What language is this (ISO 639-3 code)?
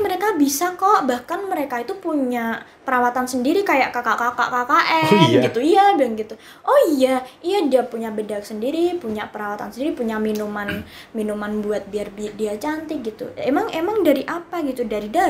ind